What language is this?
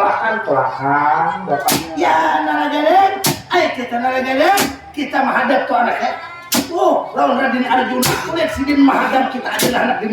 Banjar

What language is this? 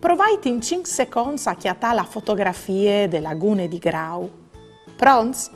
Friulian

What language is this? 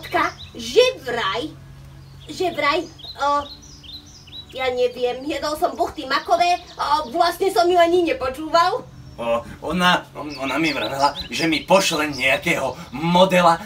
Slovak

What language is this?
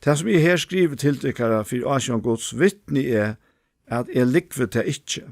Faroese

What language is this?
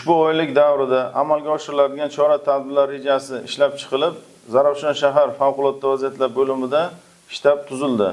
Uzbek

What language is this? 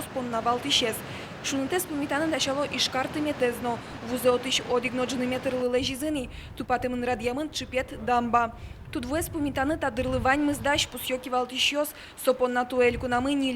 Udmurt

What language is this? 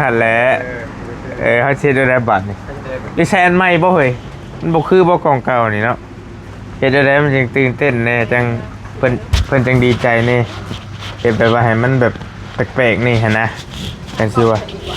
Northeastern Thai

